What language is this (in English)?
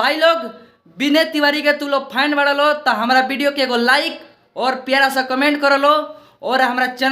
Bhojpuri